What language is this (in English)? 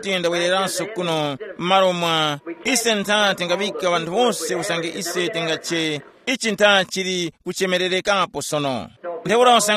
Tumbuka